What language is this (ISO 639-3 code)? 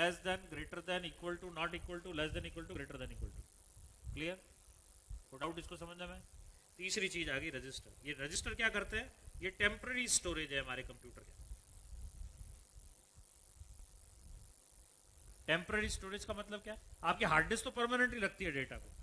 hin